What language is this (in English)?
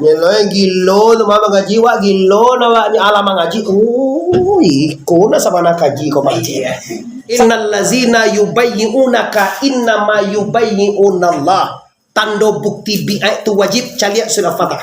Minangkabau